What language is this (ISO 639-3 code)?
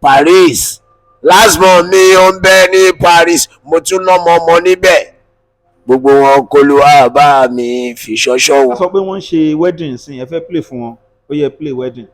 yor